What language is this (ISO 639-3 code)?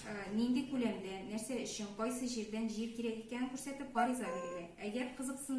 tat